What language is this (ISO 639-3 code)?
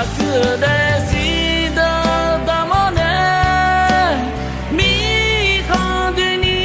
ahk